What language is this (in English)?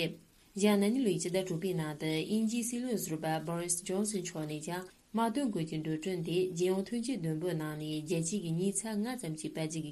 Tibetan